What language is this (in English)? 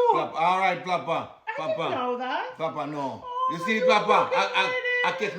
Jamaican Creole English